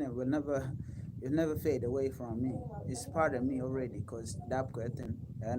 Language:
Nuer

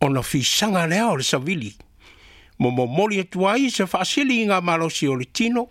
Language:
Samoan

